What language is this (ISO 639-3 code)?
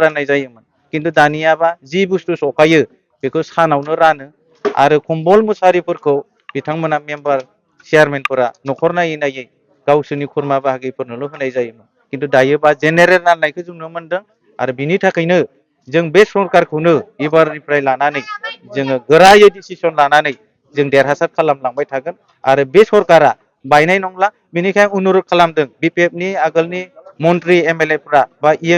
brx